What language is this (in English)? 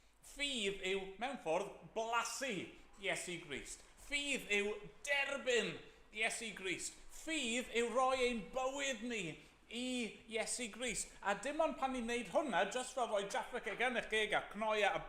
Welsh